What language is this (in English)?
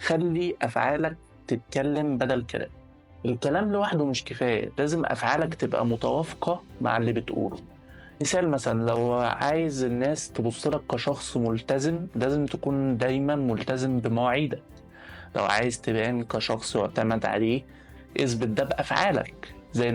Egyptian Arabic